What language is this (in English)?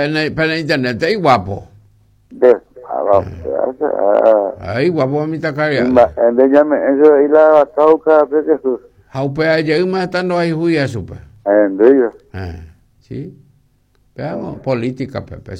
Guarani